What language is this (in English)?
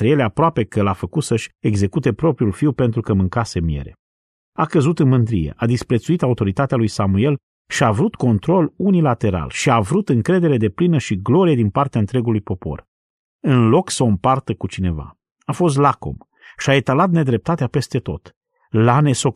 Romanian